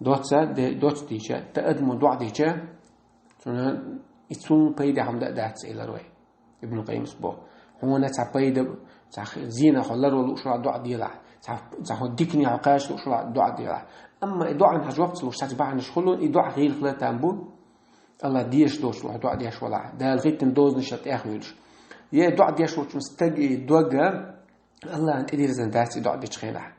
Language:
Chechen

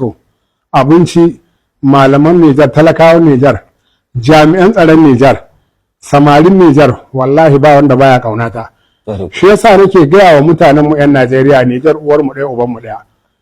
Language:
Hausa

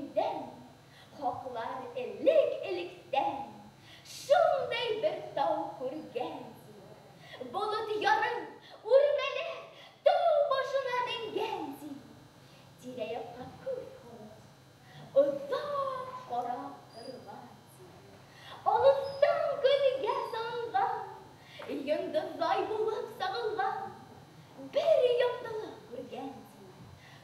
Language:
Bashkir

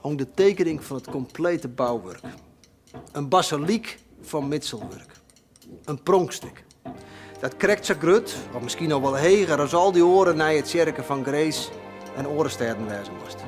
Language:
Western Frisian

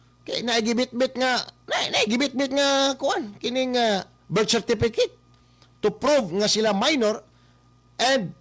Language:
Cebuano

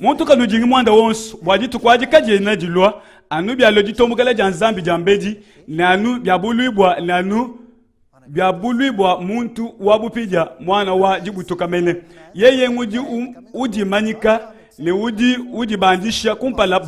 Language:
Luba-Lulua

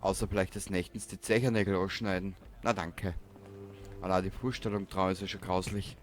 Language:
Bavarian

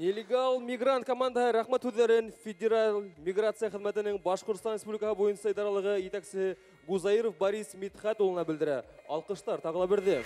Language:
Bashkir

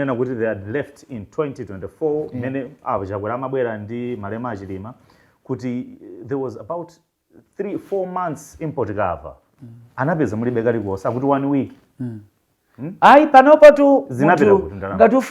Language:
Nyanja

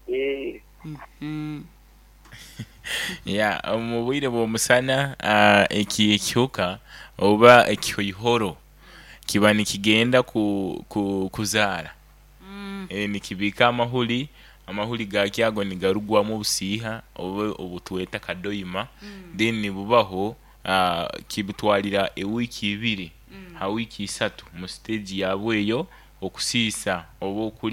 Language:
Nyoro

